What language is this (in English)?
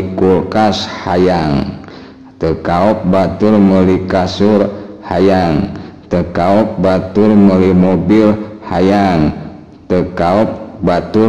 Sundanese